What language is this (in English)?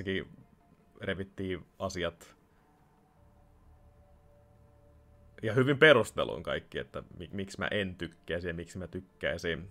Finnish